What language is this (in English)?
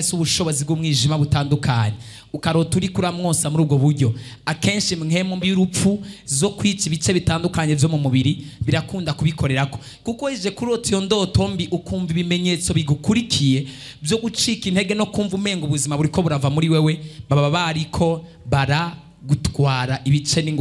Rundi